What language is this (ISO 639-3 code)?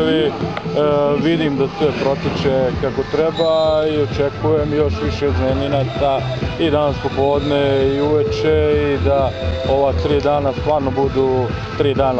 srp